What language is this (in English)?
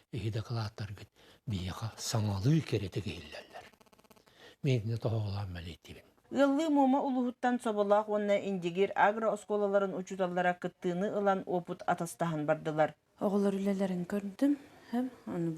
Yakut